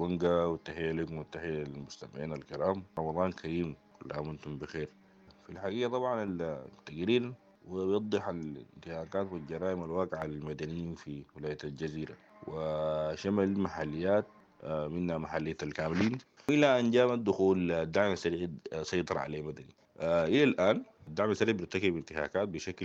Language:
Sudanese Arabic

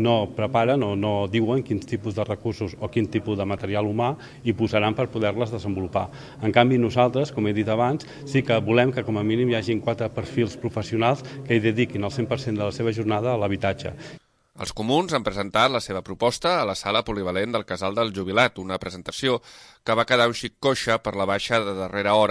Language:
Catalan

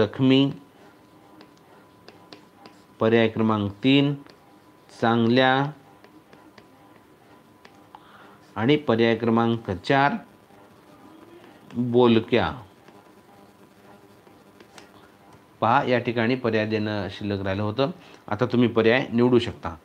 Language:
Marathi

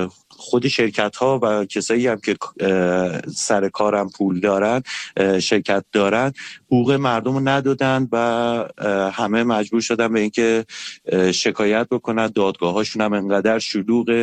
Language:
Persian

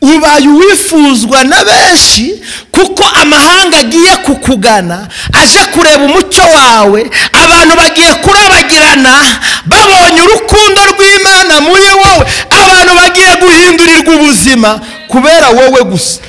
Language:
Kinyarwanda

